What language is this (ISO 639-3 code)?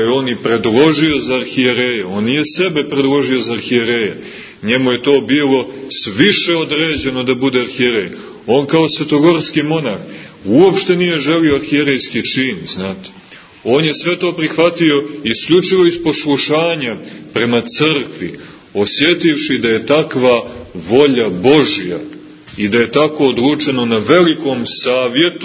srp